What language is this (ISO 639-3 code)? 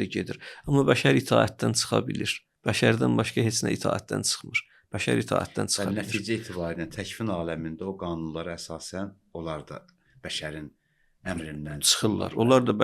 aze